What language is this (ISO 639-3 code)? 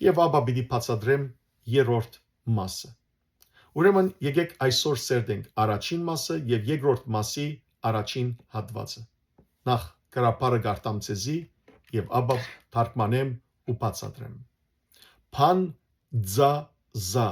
hyw